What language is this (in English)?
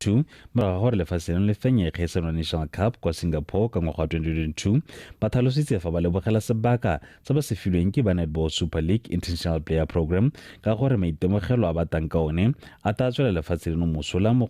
Tswana